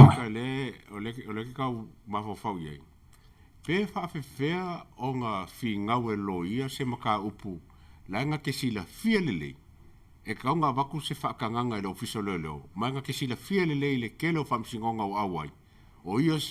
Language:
Samoan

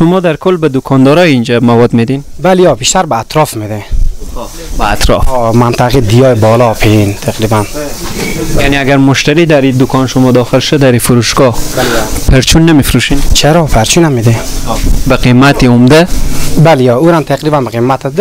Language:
Persian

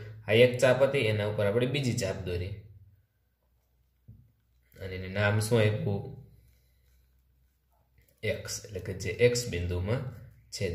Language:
Gujarati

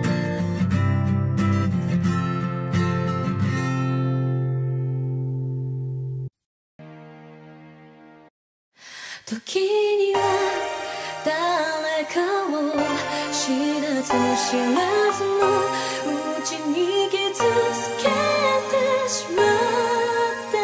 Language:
Japanese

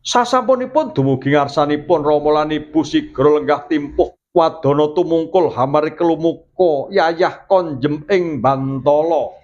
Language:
Javanese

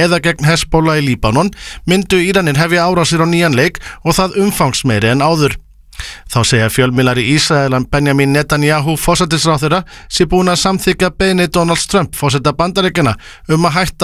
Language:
Icelandic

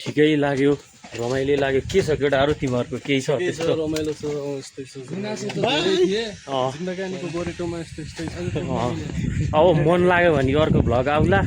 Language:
Nepali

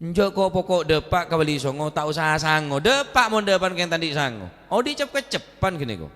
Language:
Madurese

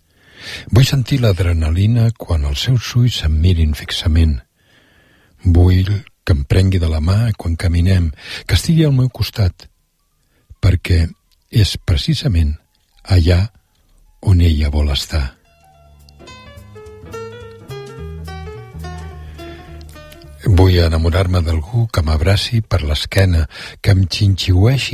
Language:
Catalan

